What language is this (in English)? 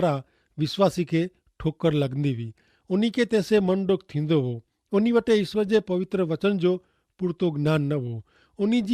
Kachhi